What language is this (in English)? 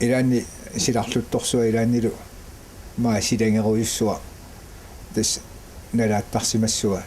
Kalaallisut